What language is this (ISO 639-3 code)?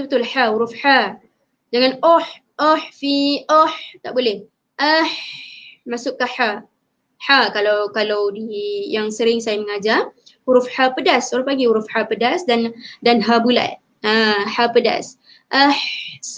msa